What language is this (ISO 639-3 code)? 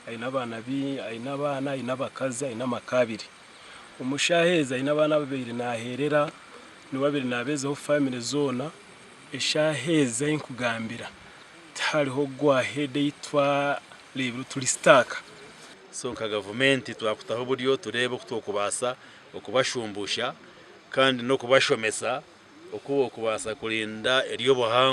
nyn